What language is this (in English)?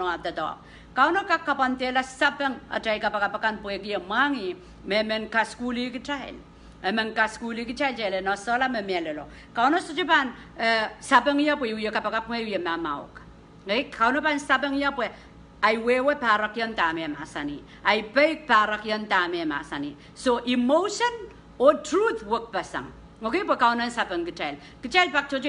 Pohnpeian